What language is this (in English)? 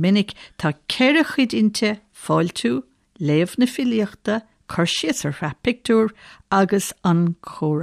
Irish